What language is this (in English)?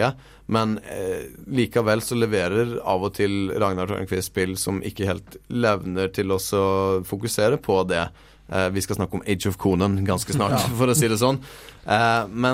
Norwegian